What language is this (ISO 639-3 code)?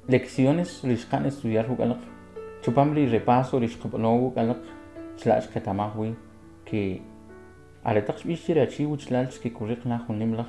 quc